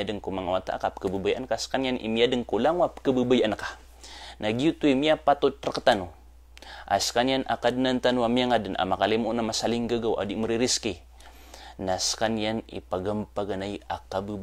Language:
Maranao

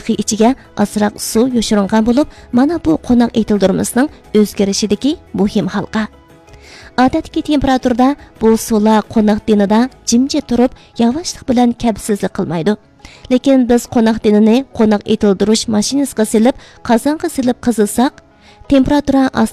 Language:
Uyghur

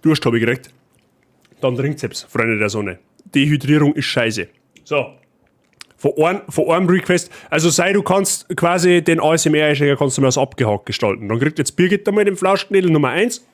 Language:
Bavarian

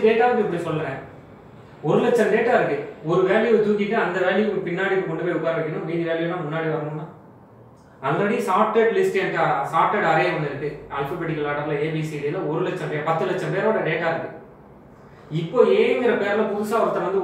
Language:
Tamil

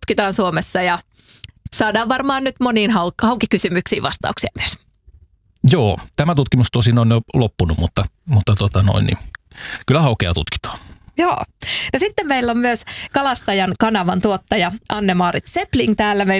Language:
Finnish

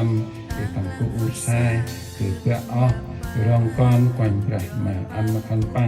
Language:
Central Mnong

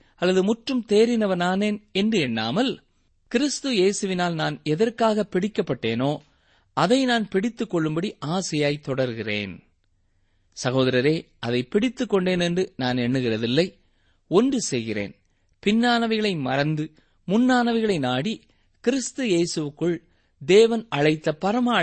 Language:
Tamil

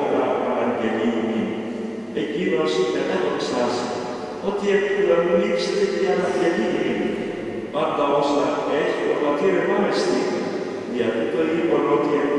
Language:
Greek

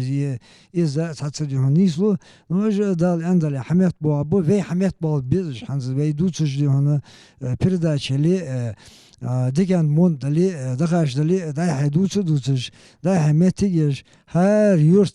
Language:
Ingush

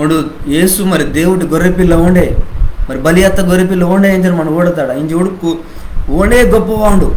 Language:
Koya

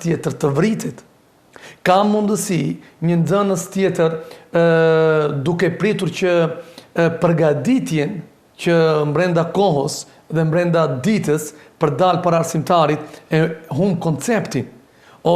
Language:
Albanian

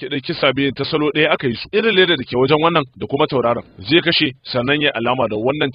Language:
Hausa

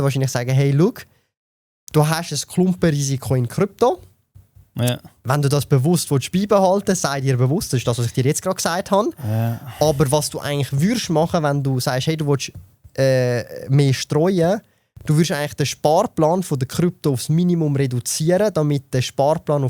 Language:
Swiss German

